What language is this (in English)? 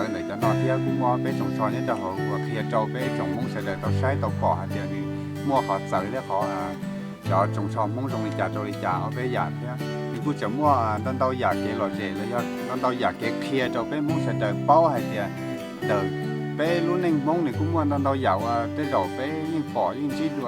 Hmong